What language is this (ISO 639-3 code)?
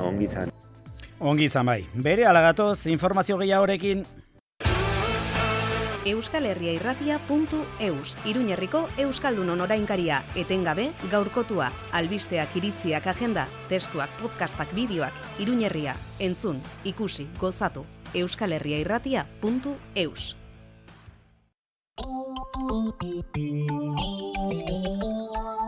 eus